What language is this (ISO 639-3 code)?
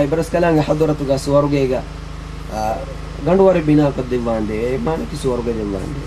div